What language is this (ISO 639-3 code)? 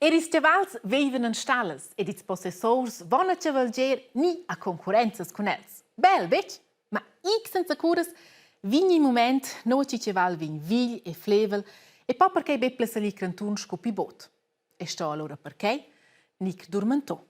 roh